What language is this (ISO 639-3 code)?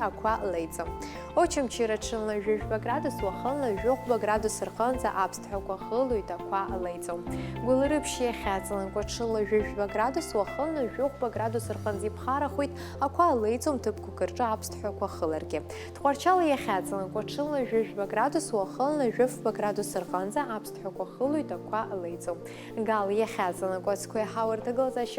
abk